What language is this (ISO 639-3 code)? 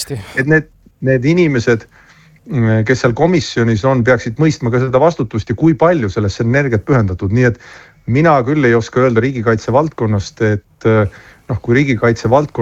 est